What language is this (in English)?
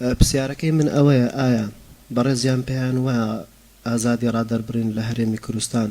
Central Kurdish